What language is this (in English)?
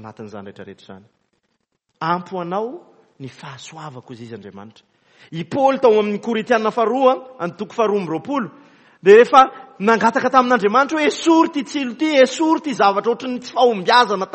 Malagasy